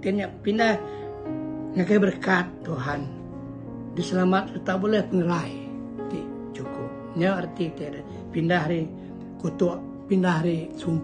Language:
Iban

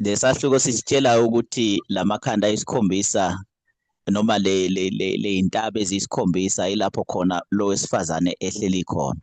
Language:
Zulu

